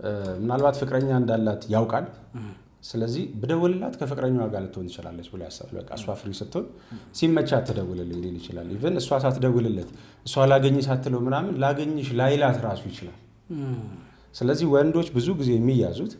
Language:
Amharic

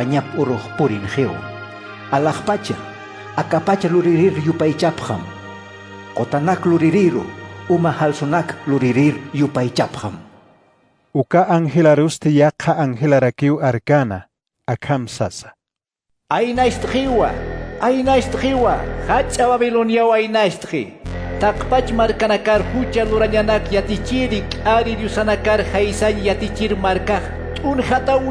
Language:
Aymara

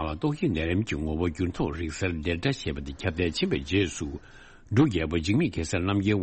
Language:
Tibetan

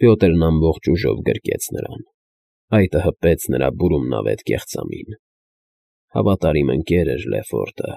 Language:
Armenian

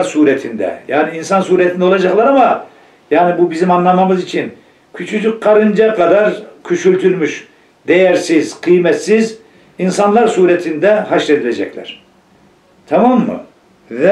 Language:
Turkish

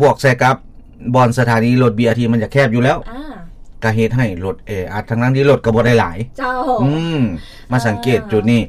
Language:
Lao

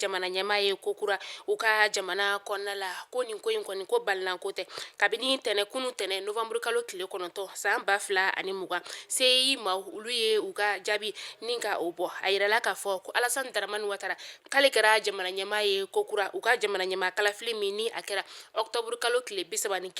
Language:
Bambara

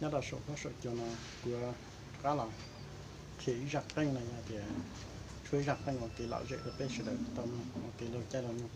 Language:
Hmong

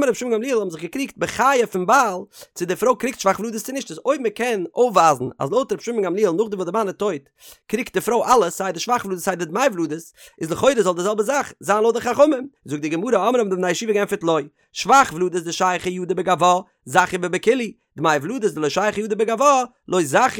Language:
Yiddish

